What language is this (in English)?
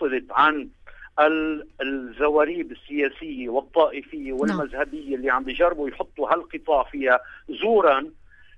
North Levantine Arabic